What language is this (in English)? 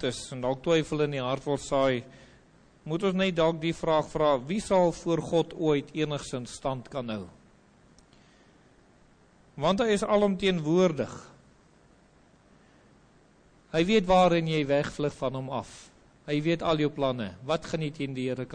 Afrikaans